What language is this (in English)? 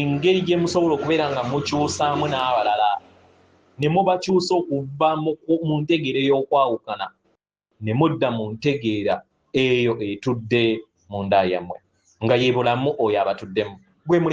Ganda